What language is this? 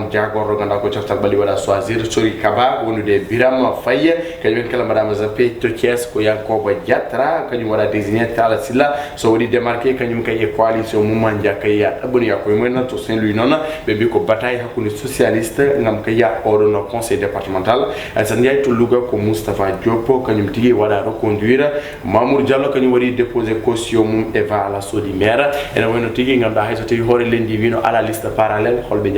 Fula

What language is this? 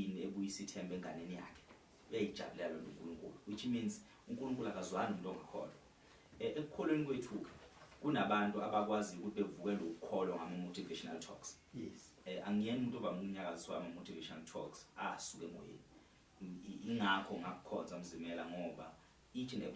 Zulu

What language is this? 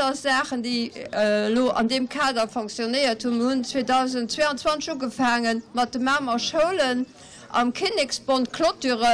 Luxembourgish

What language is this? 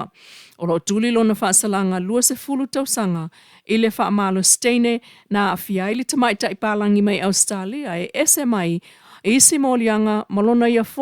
Samoan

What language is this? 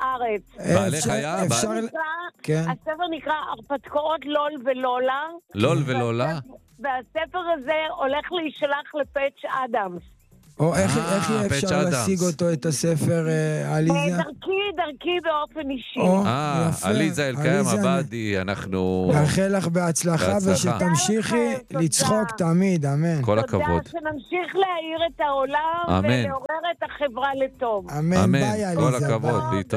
Hebrew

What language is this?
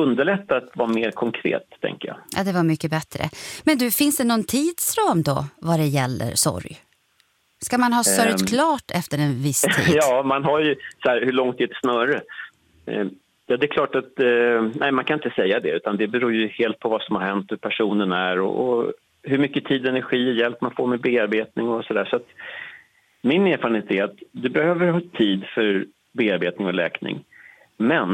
Swedish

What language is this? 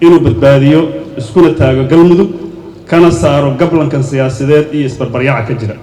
Somali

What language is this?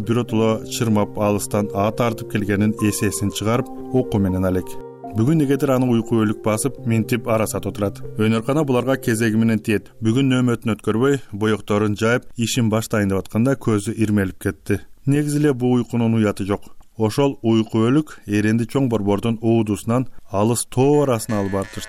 Kyrgyz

